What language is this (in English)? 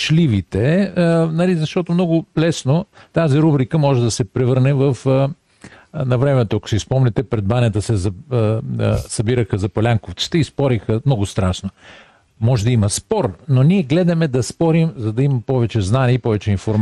Bulgarian